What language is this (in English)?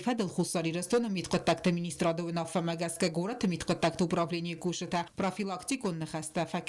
Ossetic